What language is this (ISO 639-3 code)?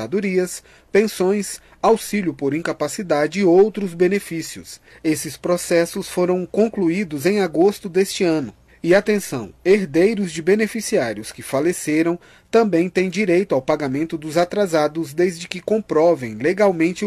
por